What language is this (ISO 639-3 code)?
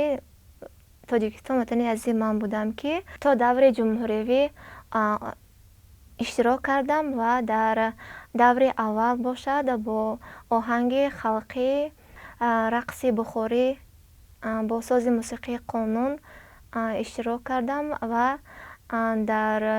tgk